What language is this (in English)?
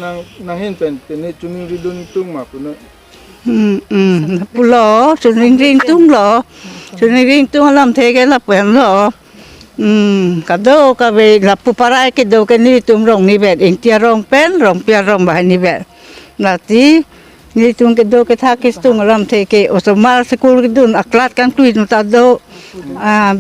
Karbi